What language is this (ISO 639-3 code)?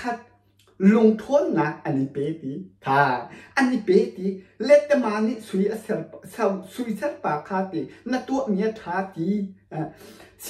cnh